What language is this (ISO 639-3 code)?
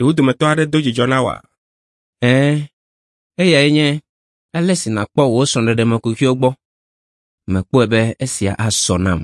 ewe